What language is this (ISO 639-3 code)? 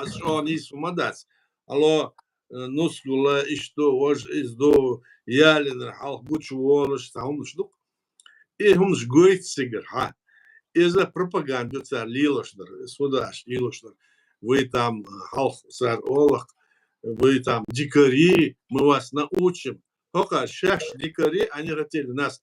che